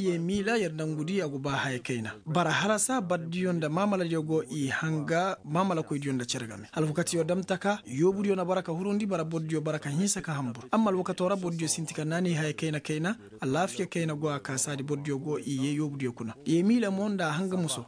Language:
Koyraboro Senni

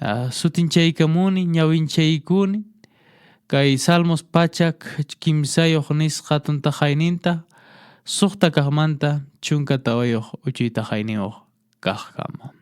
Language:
Quechua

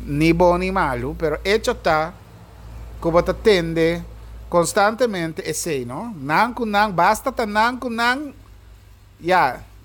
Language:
Papiamento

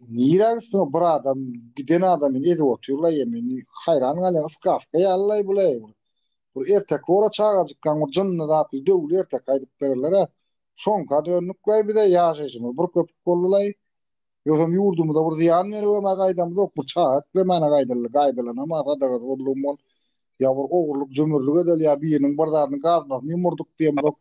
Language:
Turkmen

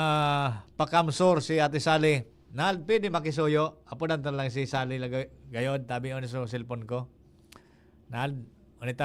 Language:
Bikol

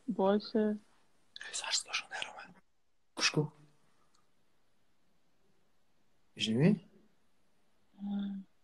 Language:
Persian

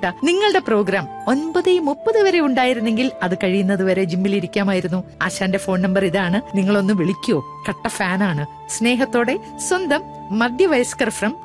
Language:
Malayalam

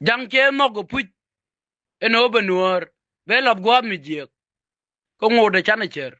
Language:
Nuer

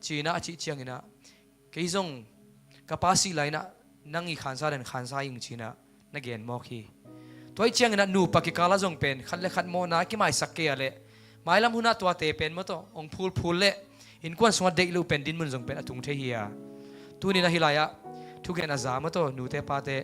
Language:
Tedim Chin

